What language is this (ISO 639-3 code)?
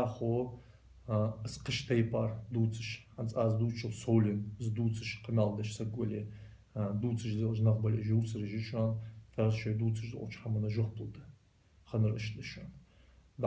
inh